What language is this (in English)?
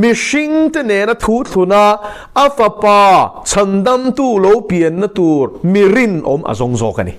Mizo